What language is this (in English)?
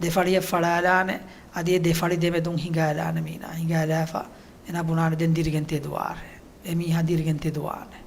Divehi